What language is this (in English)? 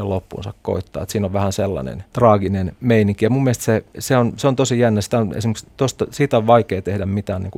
Finnish